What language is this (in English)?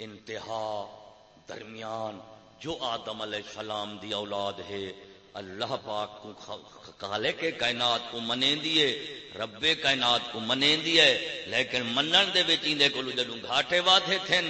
Saraiki